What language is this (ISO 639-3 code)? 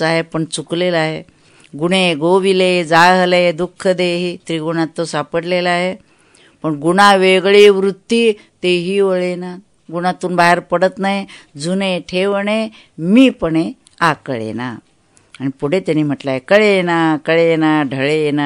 mar